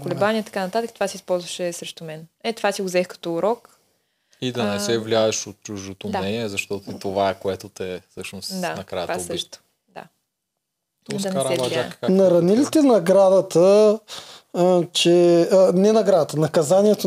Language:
Bulgarian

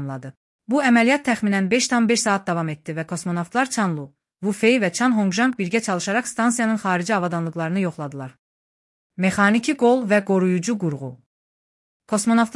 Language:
Azerbaijani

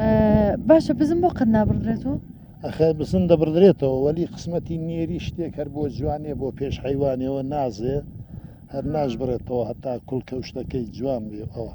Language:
Central Kurdish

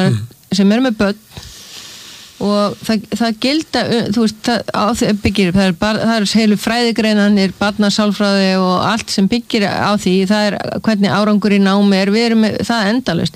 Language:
Icelandic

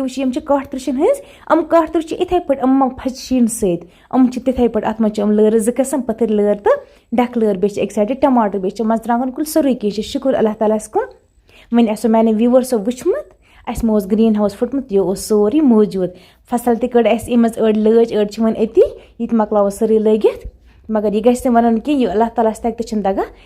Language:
Kashmiri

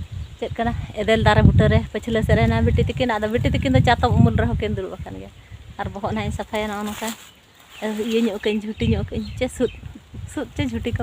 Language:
Santali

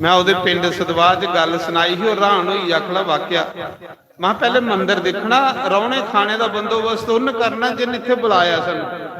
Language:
Dogri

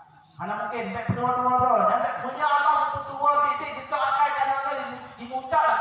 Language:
Achinese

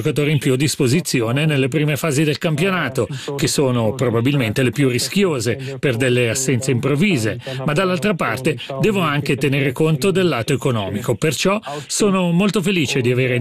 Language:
Italian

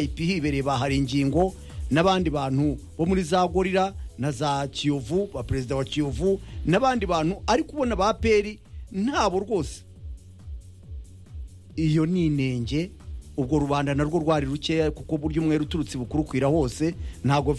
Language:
Kinyarwanda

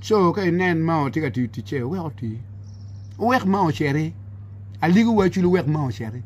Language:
Acoli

